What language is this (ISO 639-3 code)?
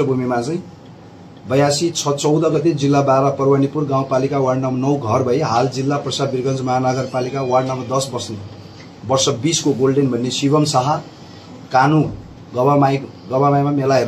nep